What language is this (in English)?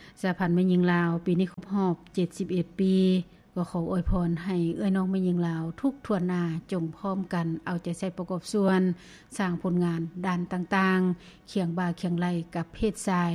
Lao